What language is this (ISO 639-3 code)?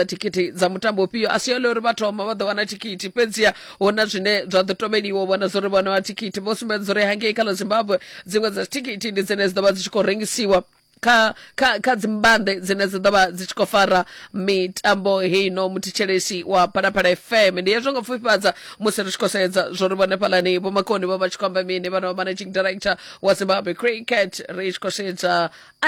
ven